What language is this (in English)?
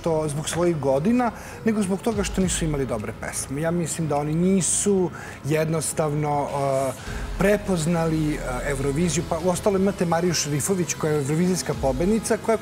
Serbian